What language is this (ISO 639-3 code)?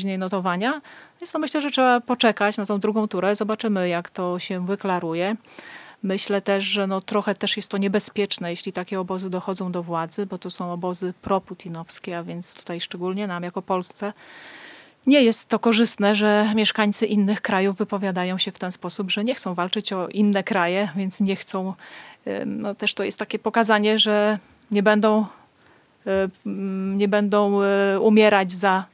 pol